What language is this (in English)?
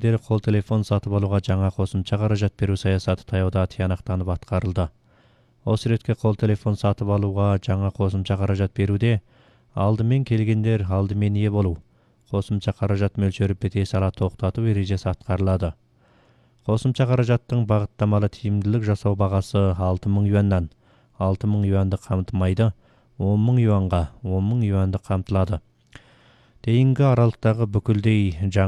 Kazakh